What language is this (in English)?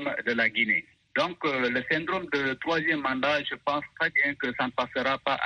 French